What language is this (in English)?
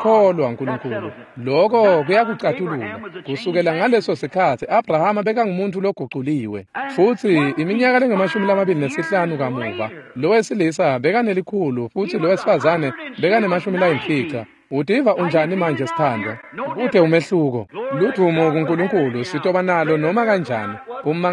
Swati